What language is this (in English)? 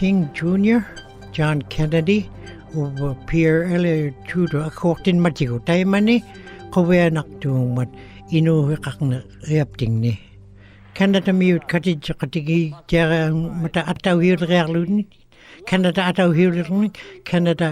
Western Canadian Inuktitut